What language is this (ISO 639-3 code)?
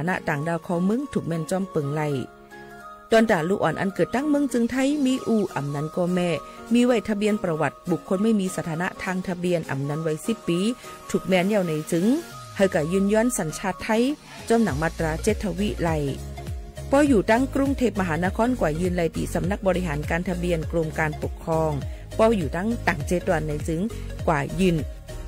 shn